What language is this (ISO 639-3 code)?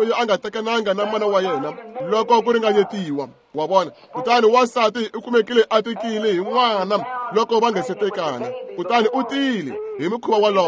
tso